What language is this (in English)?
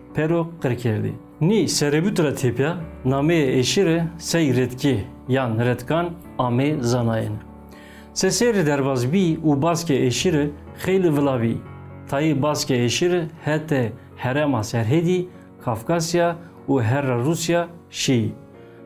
Zaza